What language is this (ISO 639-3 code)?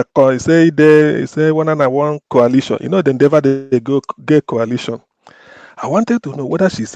pcm